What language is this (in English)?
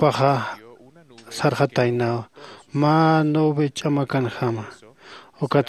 Aymara